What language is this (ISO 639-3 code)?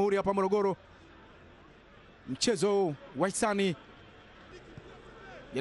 swa